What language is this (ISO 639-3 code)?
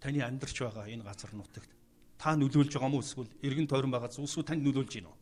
mon